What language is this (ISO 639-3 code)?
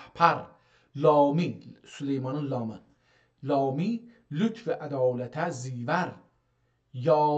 azb